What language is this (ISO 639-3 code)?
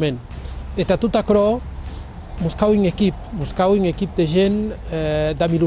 oci